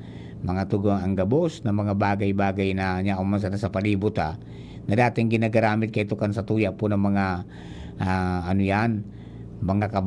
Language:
Bikol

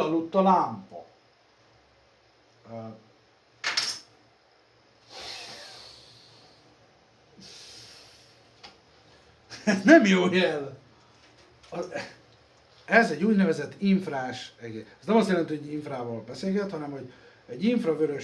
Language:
Hungarian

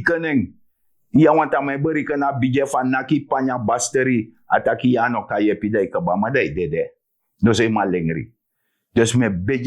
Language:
Sranan Tongo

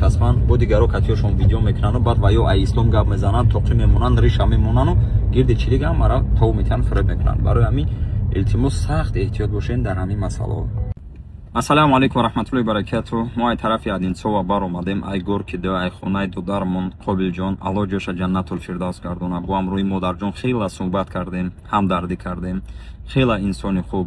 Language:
Tajik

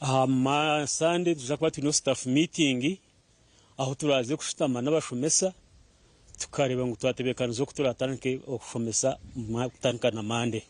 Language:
Nyankole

